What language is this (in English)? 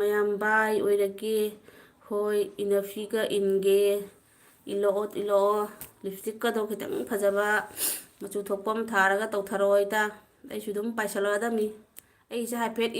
Manipuri